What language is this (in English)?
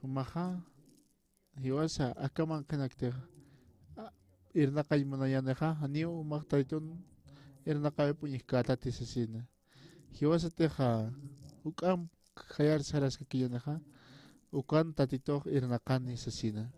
Aymara